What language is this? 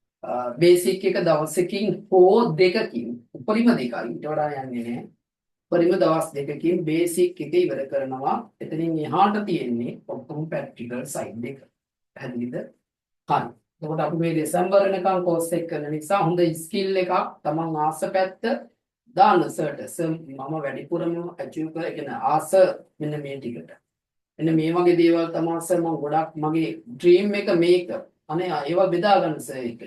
Sinhala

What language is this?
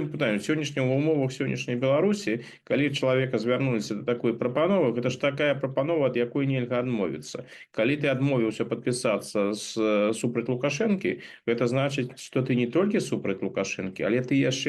Belarusian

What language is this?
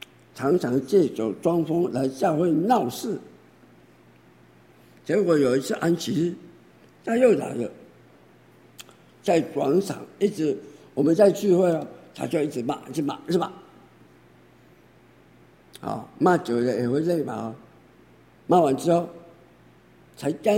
Chinese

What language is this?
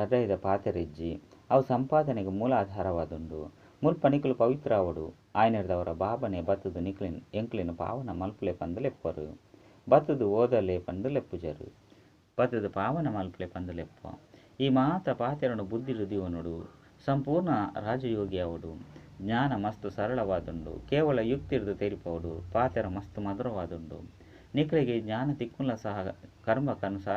Tulu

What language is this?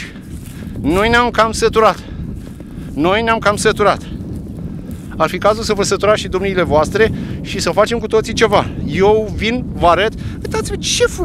Romanian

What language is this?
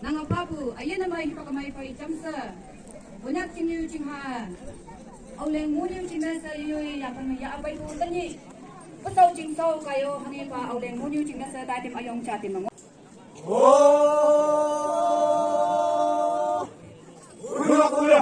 Naga Pidgin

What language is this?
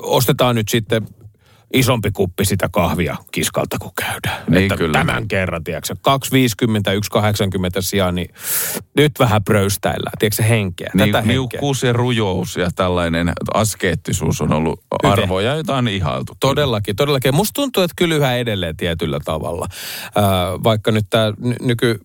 Finnish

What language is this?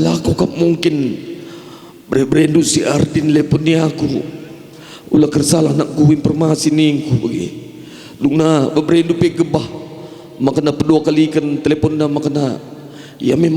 Batak Karo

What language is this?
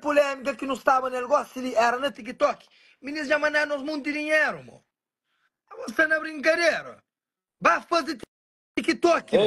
Kabuverdianu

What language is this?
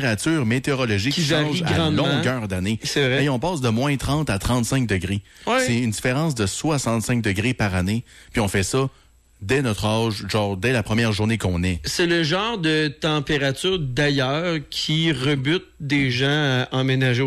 French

